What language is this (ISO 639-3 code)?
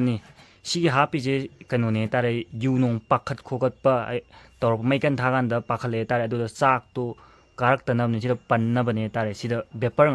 mni